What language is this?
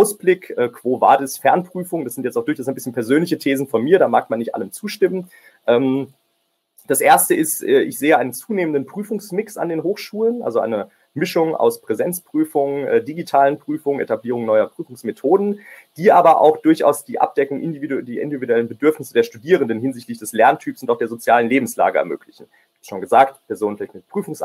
German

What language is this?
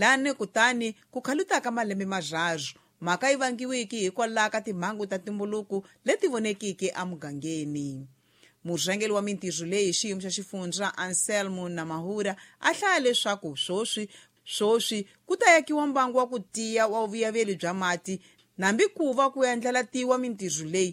Tsonga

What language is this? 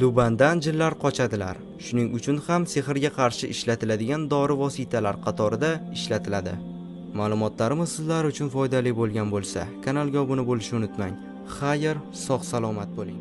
Uzbek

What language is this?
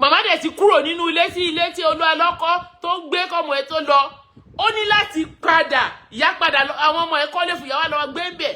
Yoruba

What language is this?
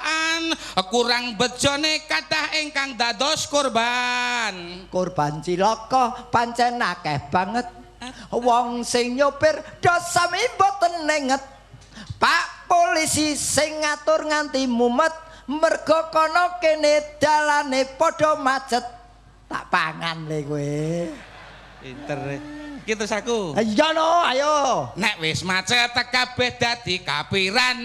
Javanese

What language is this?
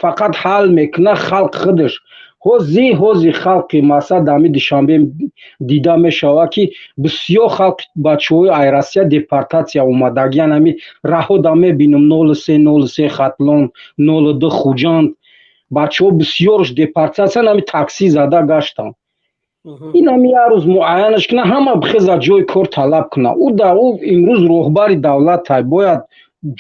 Tajik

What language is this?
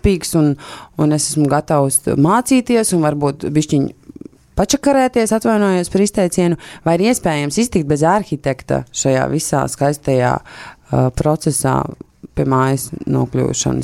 Latvian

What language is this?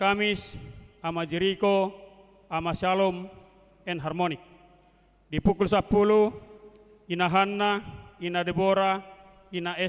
Batak Toba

